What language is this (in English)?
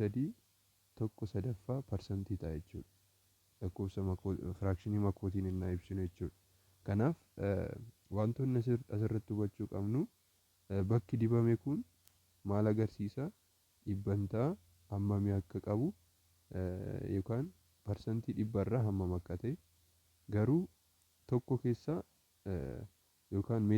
Oromo